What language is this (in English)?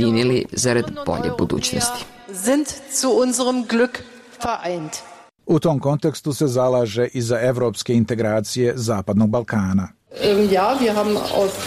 Serbian